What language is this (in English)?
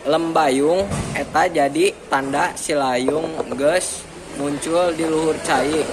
Sundanese